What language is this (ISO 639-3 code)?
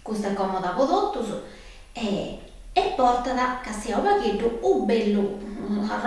srd